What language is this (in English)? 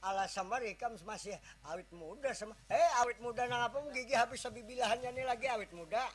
Banjar